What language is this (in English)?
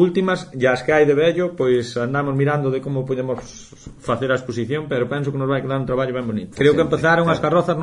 Galician